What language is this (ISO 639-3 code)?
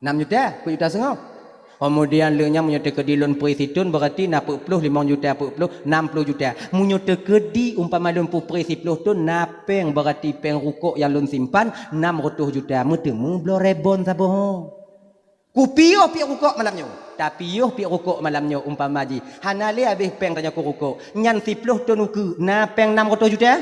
ace